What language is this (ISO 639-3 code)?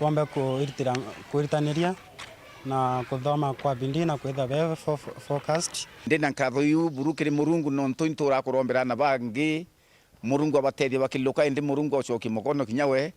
mer